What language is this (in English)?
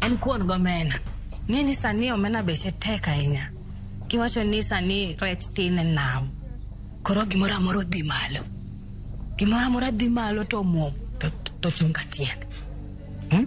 Luo (Kenya and Tanzania)